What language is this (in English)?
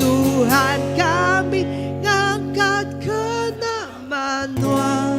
Iban